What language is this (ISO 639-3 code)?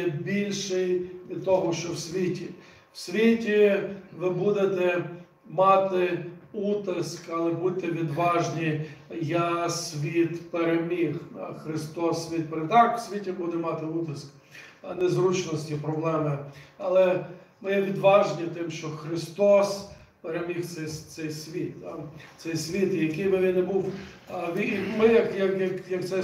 ukr